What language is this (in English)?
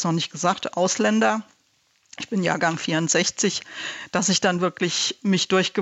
German